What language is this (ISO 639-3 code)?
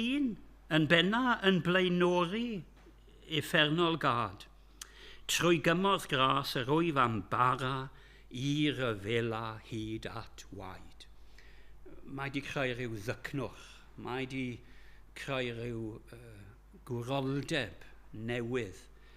cym